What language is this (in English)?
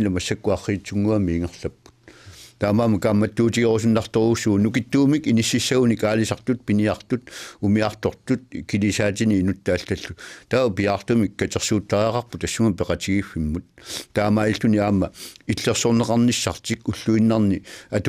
Kalaallisut